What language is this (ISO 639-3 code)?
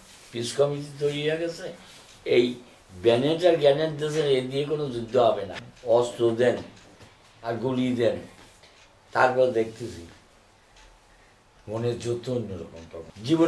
ben